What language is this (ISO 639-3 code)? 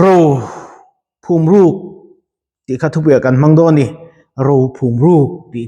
lus